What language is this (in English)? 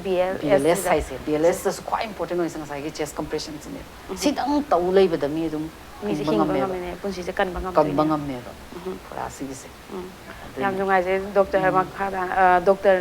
Manipuri